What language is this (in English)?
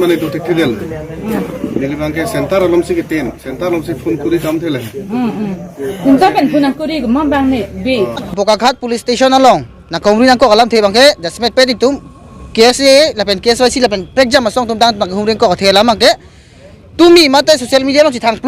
Karbi